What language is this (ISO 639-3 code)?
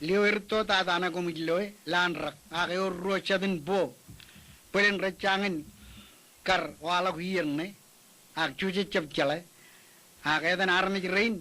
mah